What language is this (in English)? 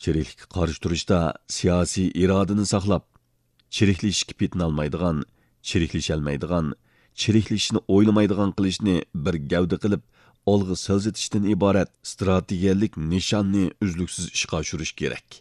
Uyghur